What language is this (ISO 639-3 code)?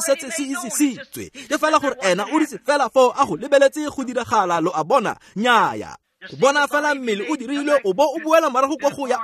tsn